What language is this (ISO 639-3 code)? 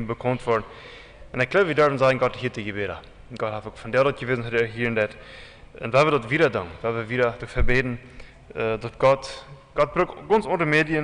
pdt